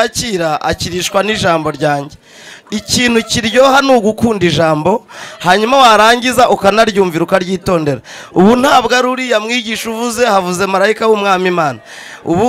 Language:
Kinyarwanda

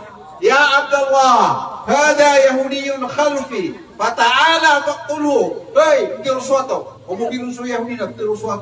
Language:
Maranao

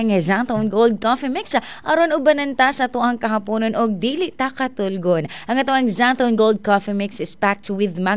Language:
Cebuano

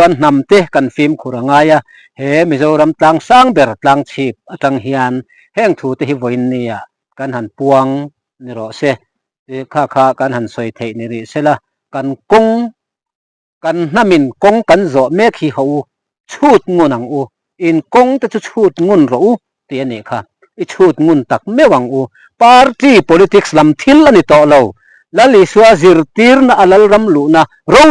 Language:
Mizo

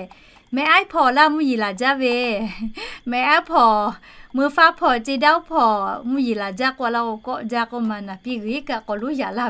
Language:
Lahu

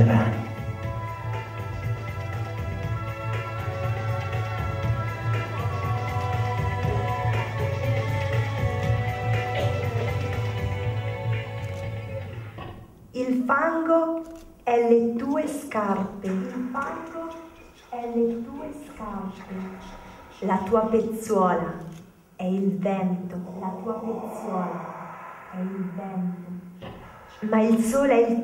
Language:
Italian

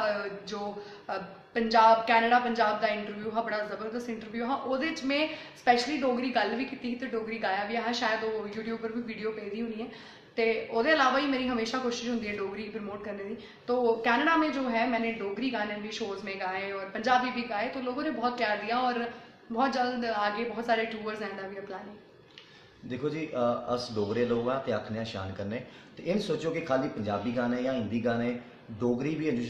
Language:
Dogri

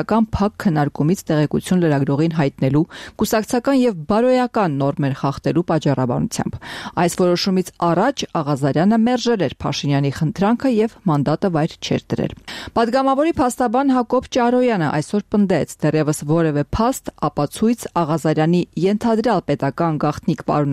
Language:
Armenian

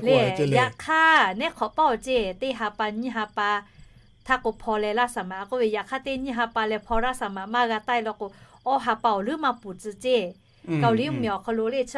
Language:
Lahu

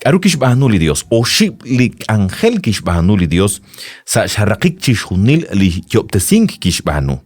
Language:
Kekchí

